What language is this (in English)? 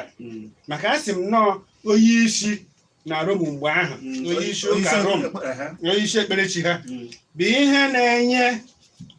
Igbo